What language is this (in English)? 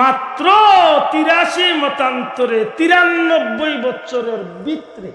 Sylheti